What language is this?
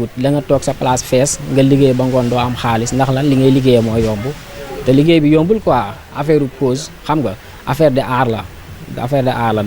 Wolof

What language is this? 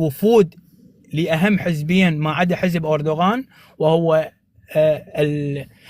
North Levantine Arabic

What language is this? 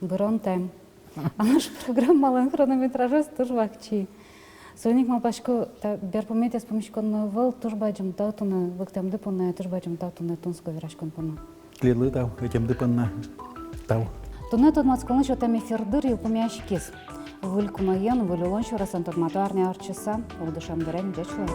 Udmurt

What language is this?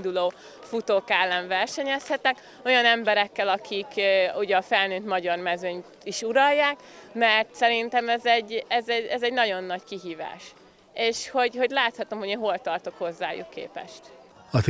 Hungarian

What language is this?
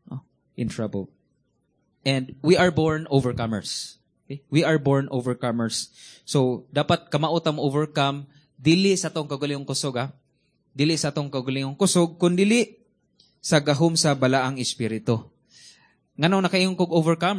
Cebuano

